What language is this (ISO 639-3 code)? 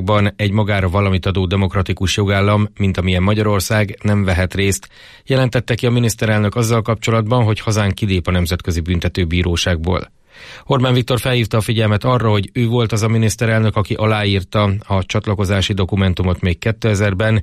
hun